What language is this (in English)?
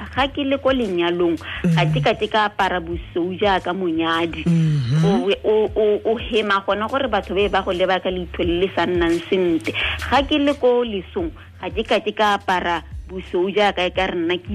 Tswana